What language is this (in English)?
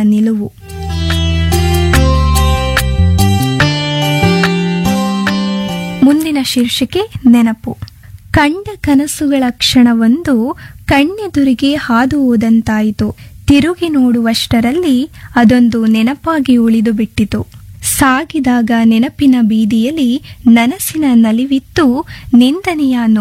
Kannada